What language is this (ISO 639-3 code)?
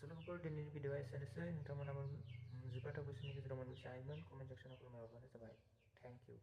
brx